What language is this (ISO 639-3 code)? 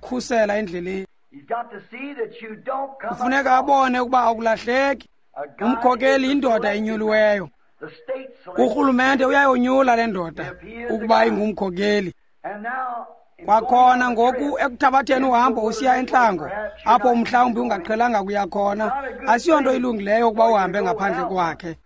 xho